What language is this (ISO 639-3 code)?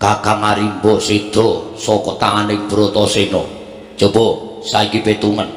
jav